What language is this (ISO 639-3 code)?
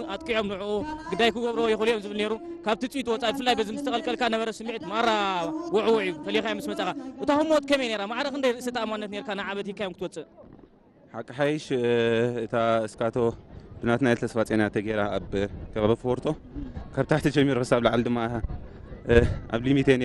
tir